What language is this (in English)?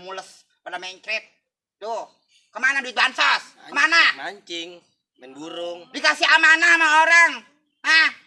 Betawi